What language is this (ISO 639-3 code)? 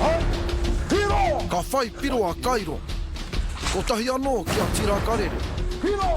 mri